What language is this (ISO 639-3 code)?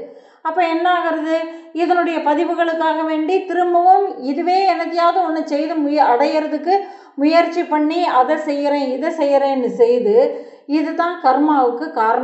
tam